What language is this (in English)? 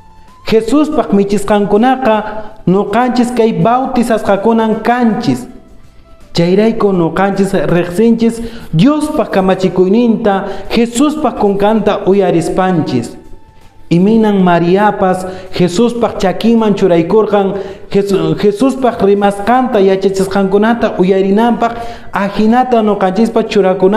Quechua